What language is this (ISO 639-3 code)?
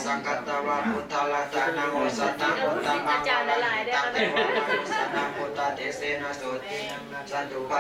pli